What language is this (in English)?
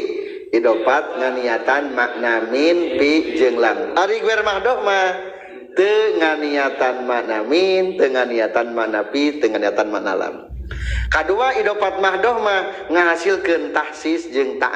Sundanese